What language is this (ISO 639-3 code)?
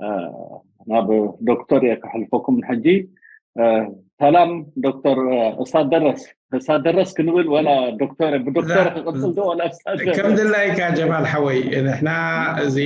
tir